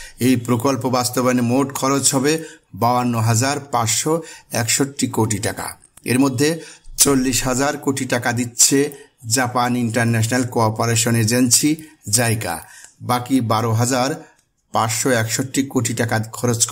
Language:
Bangla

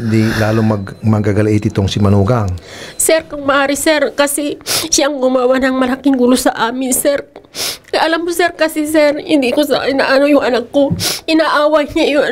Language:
Filipino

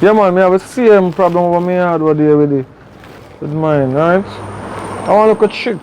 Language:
Jamaican Creole English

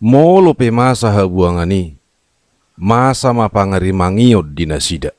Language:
Batak Toba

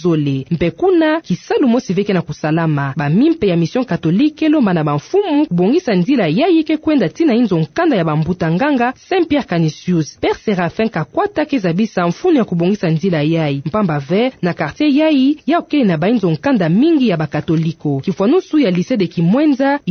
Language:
Kituba (Democratic Republic of Congo)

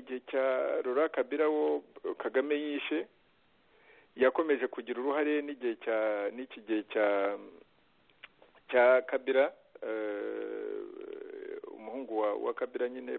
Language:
Kinyarwanda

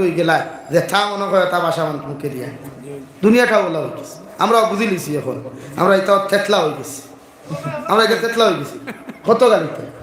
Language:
Sylheti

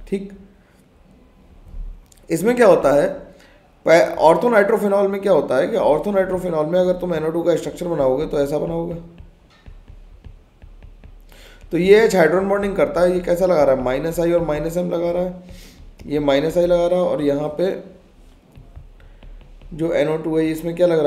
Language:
Hindi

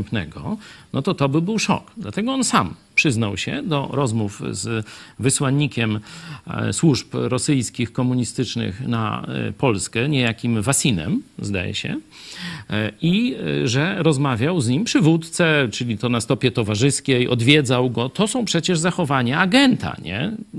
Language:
Polish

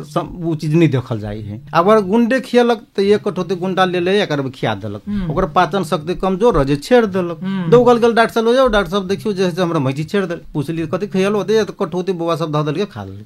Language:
Maithili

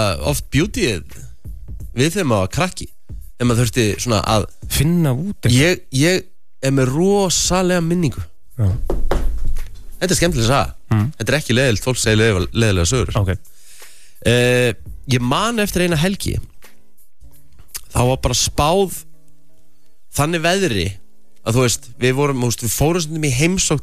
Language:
Icelandic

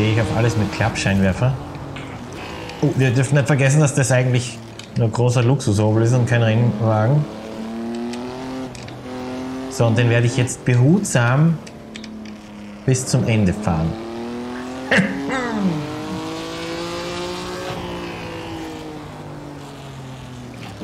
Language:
German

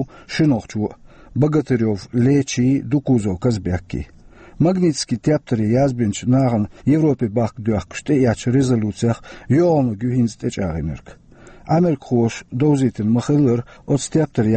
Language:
Chechen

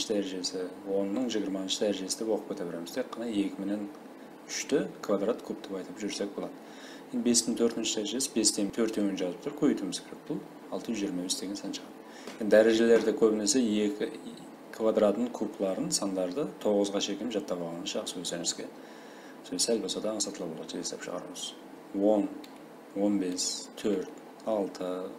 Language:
Kara-Kalpak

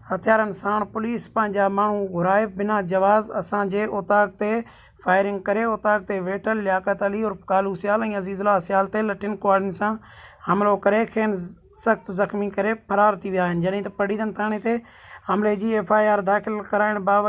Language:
Sindhi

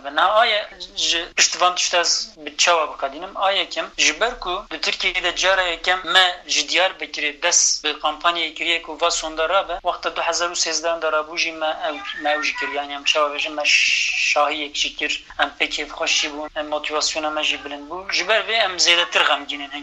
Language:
Kurdish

